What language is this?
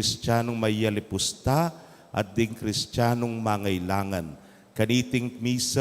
Pampanga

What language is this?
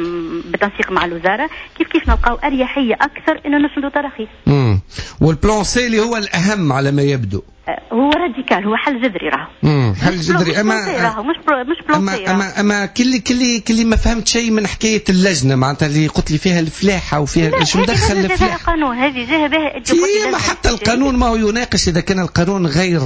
Tunisian Arabic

